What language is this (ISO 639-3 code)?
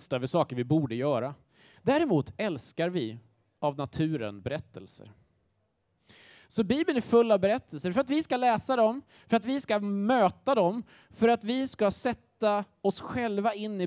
swe